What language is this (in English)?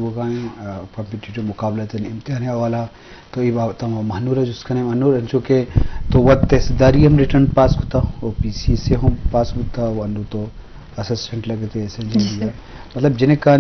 Eastern Balochi